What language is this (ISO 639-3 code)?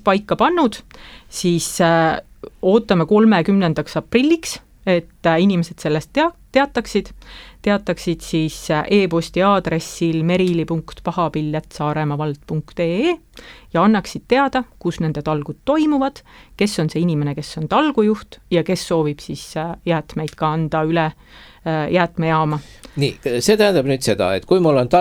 est